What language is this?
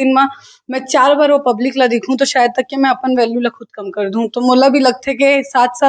Chhattisgarhi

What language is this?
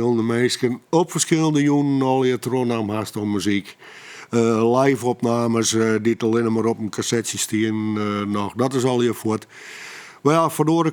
Western Frisian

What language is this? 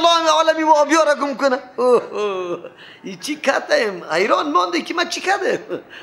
Persian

